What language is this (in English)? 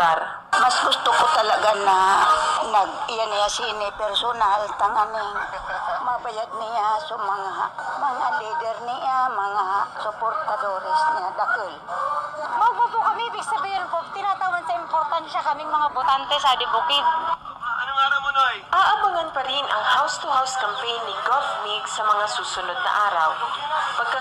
Bikol